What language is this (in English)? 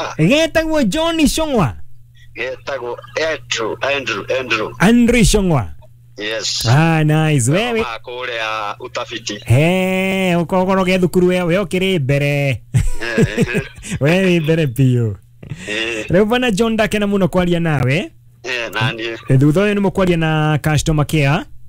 Kikuyu